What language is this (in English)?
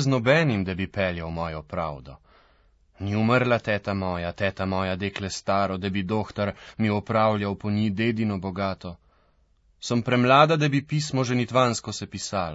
Slovenian